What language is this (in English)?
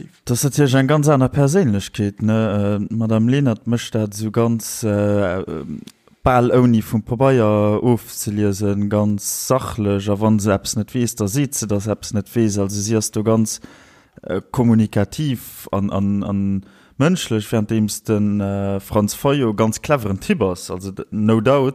Luxembourgish